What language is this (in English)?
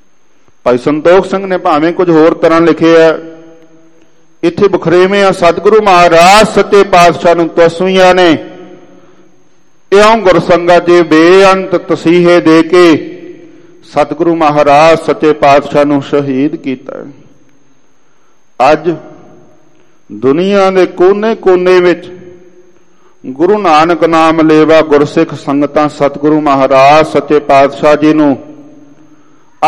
Punjabi